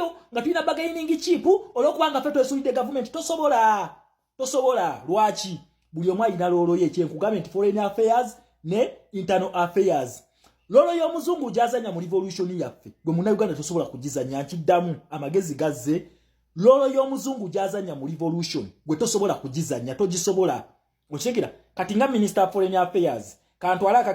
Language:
Ganda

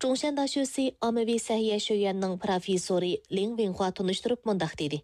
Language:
Uyghur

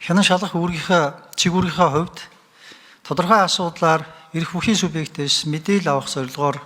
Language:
Mongolian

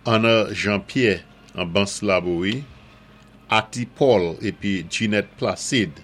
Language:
Saint Lucian Creole French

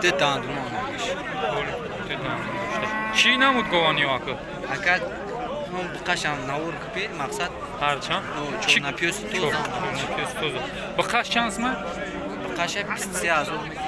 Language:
Tajik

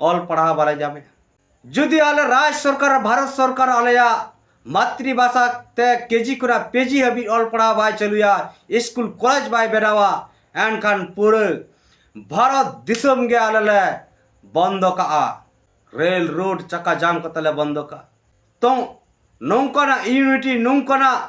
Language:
Santali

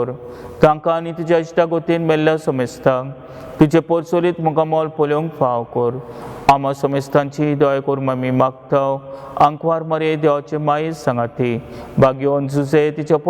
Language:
Konkani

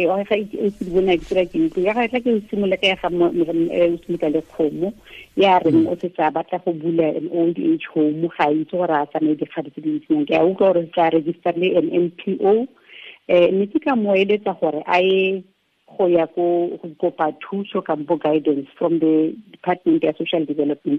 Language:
Tswana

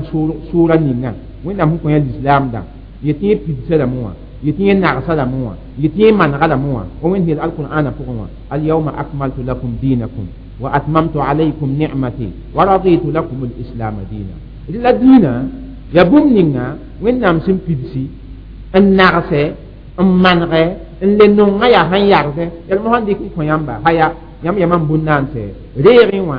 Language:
Mossi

